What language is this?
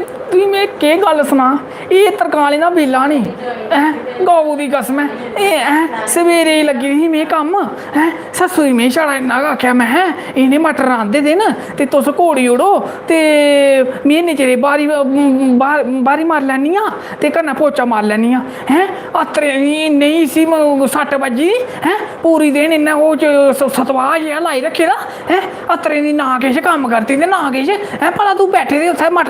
Dogri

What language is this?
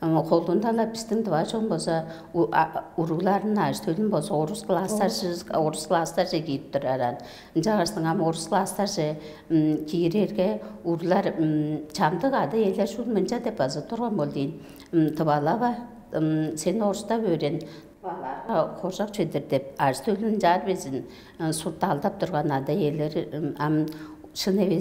Tuvinian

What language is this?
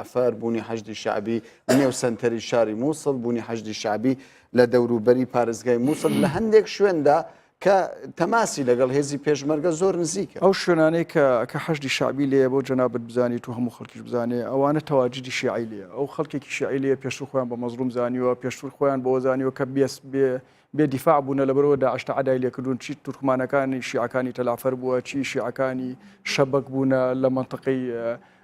Central Kurdish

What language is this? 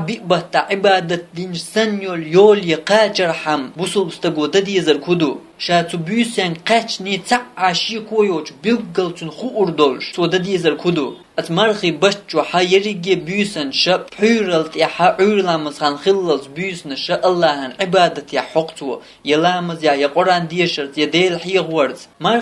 Chechen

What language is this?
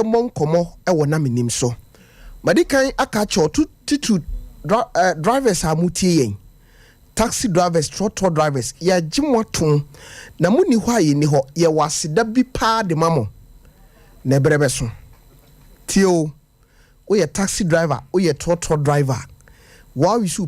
Akan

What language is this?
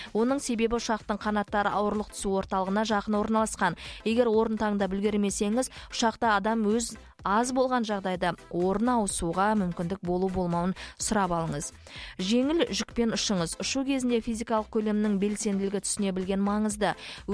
Kazakh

